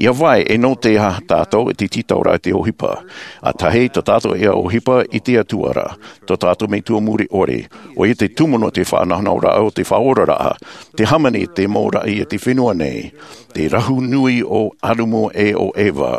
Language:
Tahitian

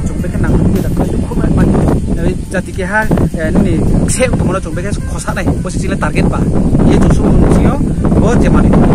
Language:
Riang (India)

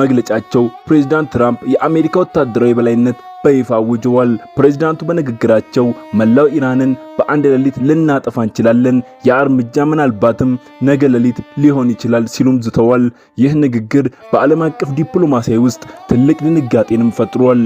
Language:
Amharic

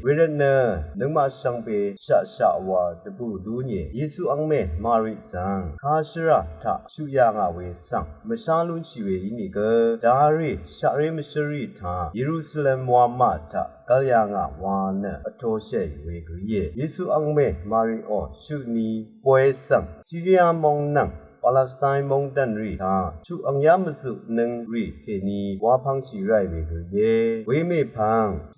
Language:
Rawang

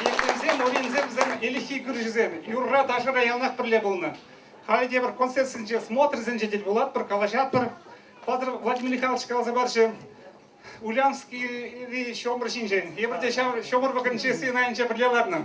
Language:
Chuvash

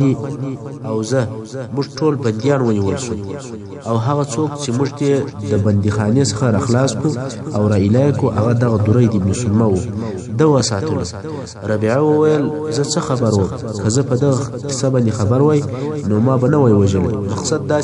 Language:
Pashto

